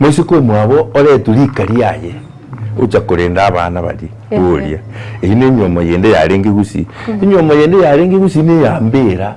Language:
Gusii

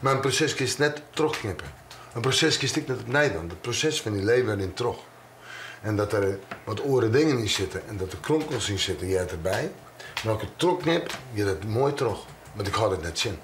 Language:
Western Frisian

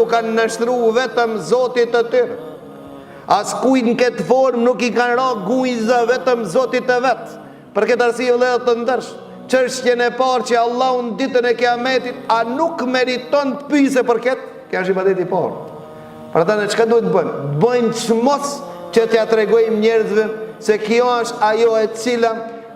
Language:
Albanian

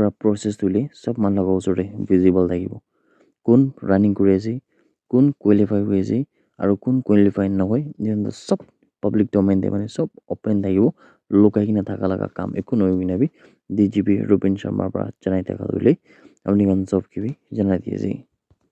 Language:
Naga Pidgin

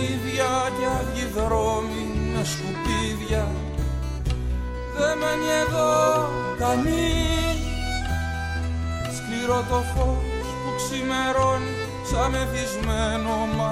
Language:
Greek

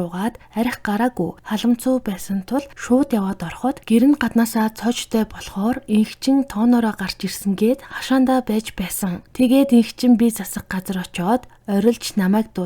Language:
Mongolian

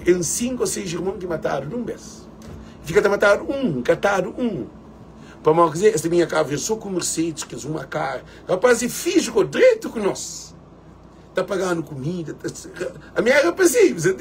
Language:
Kabuverdianu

